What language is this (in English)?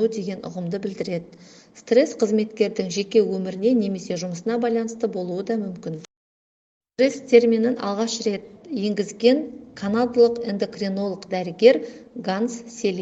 Kazakh